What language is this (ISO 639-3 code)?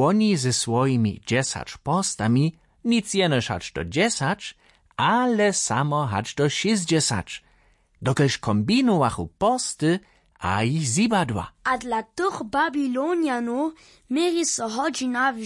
hsb